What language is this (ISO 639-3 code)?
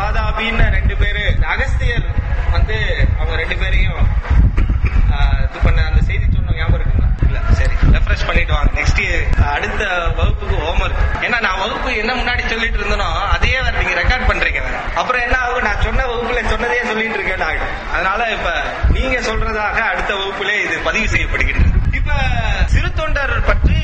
tam